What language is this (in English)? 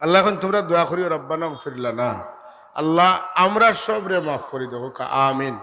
Sylheti